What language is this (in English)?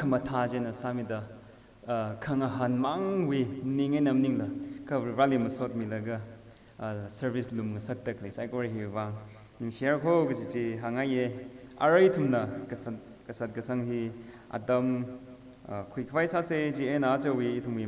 Tangkhul Naga (India)